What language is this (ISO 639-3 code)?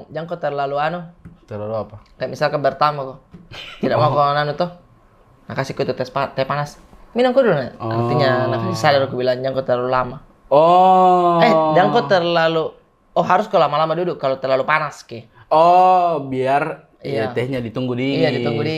mfp